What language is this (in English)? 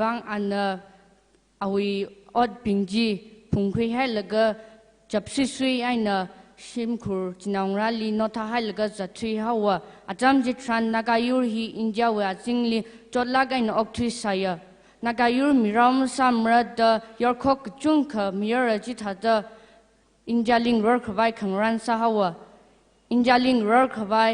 Tangkhul Naga (India)